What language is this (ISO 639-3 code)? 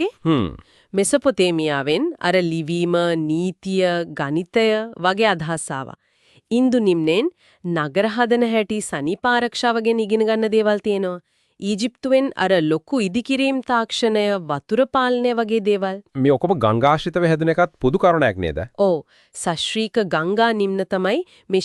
sin